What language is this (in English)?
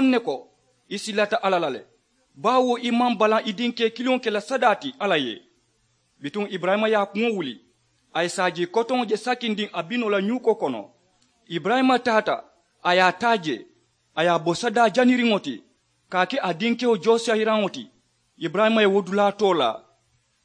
Mandingo